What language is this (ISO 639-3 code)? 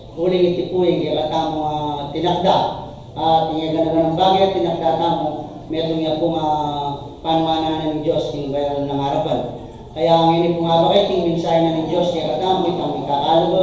pam